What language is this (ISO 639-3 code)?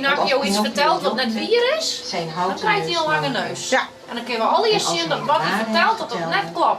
fry